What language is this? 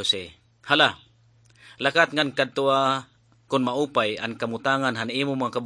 Waray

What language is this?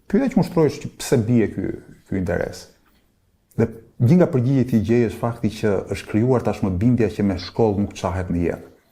Albanian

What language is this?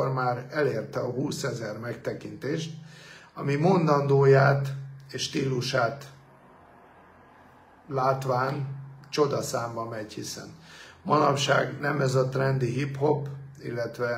Hungarian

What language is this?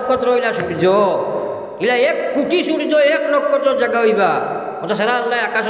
Sylheti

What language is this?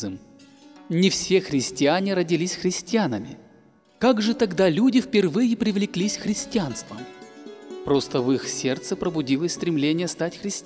Russian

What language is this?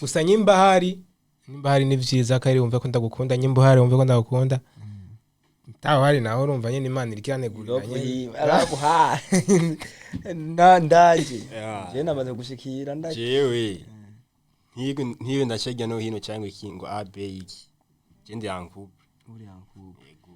Rundi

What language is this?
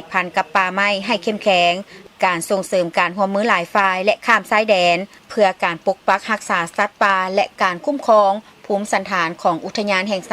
Lao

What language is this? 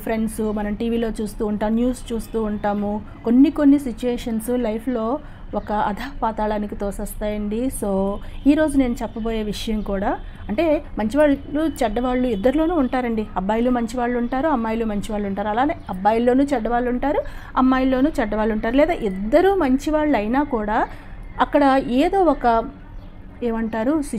Telugu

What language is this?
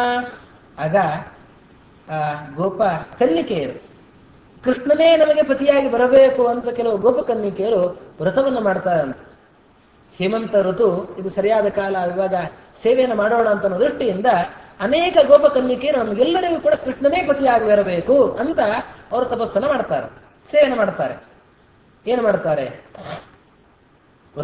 Kannada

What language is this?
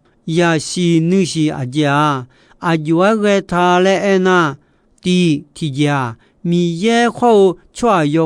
Akha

